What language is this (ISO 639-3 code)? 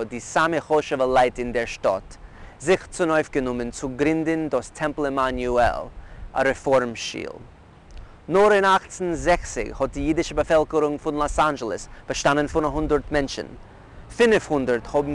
yid